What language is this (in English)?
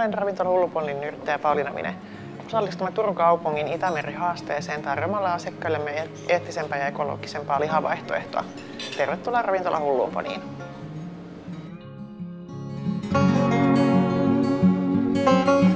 Finnish